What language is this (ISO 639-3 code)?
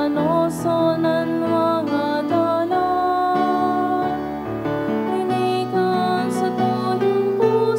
bik